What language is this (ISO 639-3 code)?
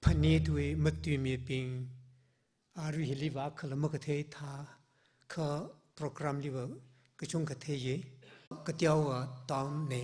nmf